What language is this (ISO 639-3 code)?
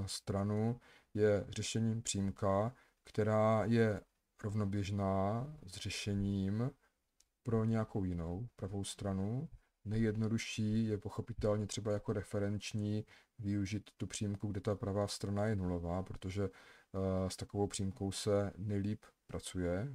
ces